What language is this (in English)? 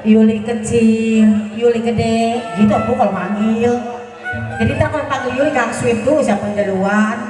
Betawi